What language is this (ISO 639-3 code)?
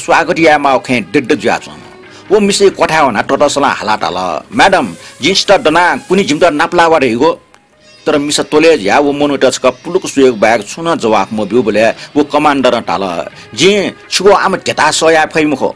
new